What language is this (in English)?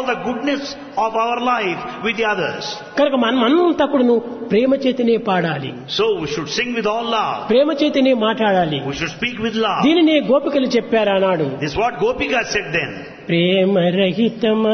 Telugu